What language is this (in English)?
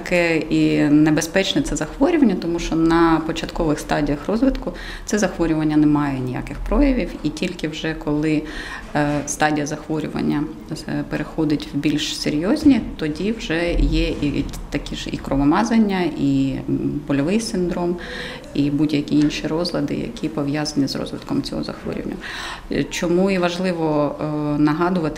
Ukrainian